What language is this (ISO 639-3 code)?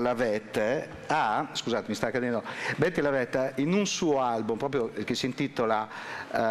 ita